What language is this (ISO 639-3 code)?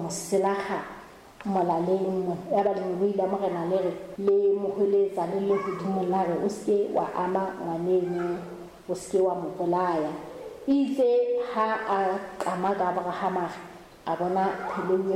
sot